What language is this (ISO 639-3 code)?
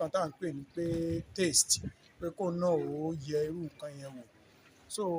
yor